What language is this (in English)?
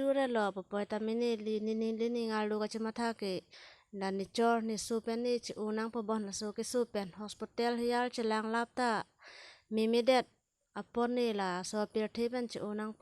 Karbi